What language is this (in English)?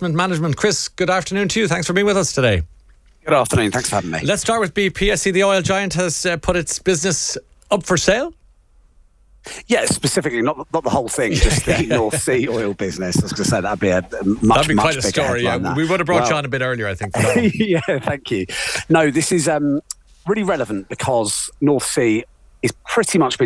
English